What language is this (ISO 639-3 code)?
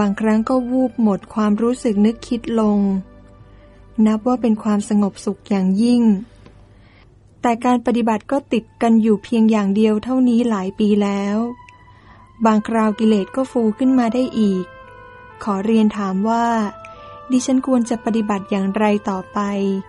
tha